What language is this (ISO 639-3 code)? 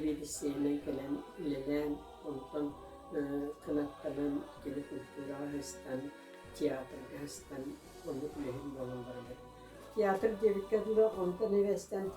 sah